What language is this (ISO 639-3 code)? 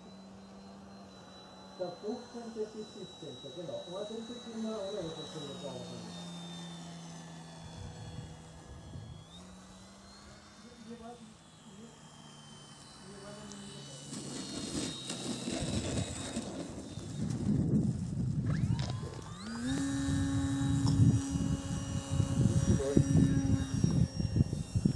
deu